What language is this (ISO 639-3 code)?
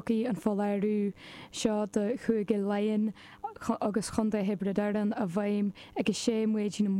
gle